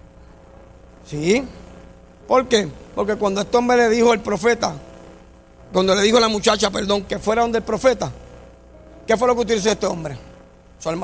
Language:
Spanish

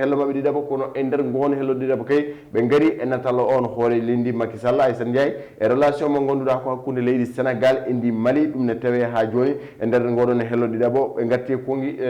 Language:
Fula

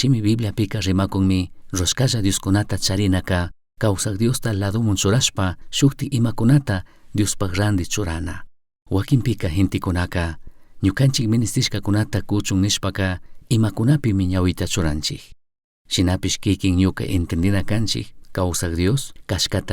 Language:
Chimborazo Highland Quichua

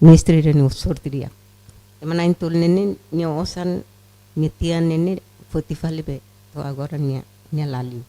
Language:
Tetum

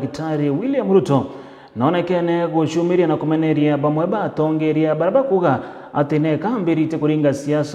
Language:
Meru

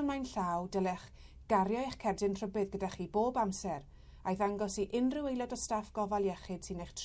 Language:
Welsh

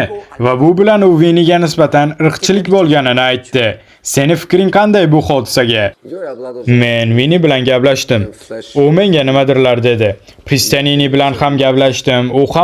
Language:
Uzbek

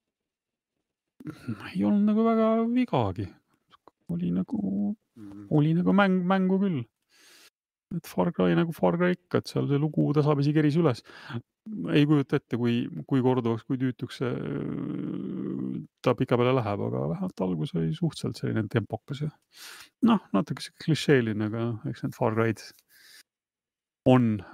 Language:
Estonian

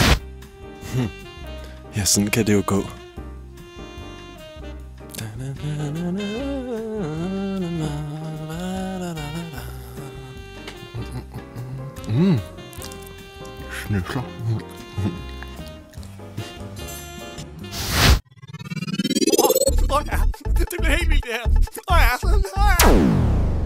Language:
Danish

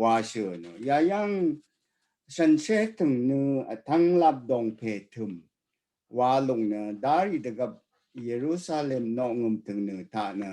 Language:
Rawang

